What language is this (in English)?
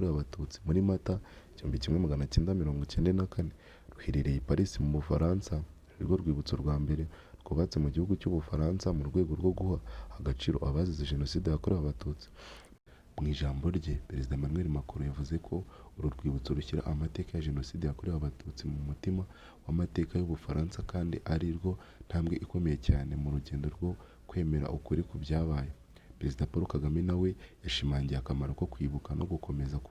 Kinyarwanda